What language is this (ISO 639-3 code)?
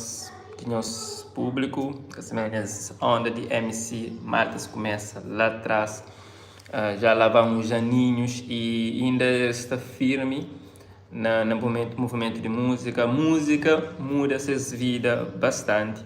kea